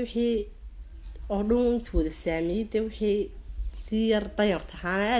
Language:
Somali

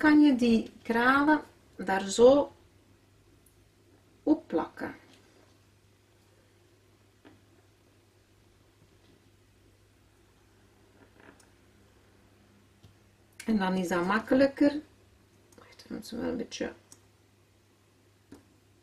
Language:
Dutch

